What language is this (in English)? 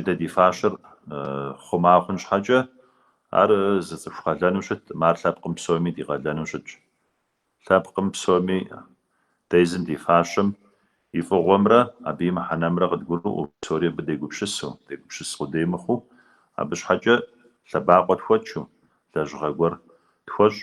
Kabardian